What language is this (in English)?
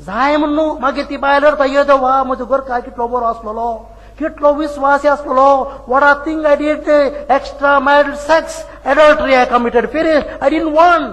Konkani